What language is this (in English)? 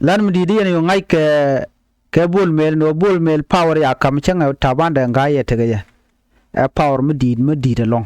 Nuer